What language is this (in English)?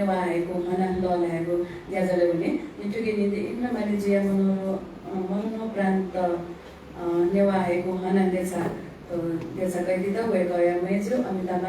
Newari